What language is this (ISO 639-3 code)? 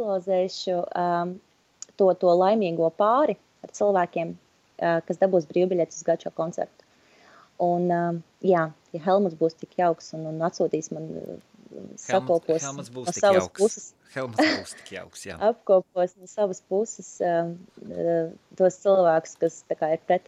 lav